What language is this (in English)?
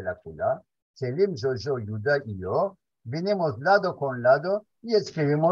Ladino